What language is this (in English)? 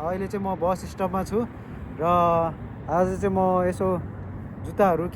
Nepali